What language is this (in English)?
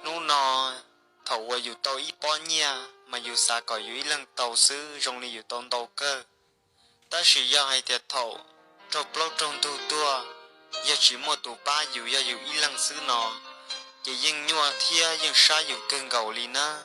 Hmong